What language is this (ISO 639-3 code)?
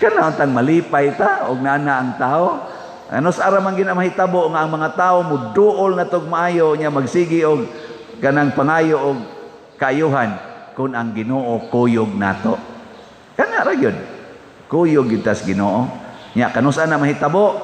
ceb